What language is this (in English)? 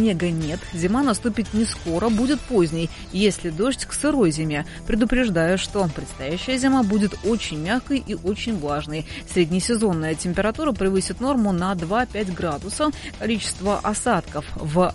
Russian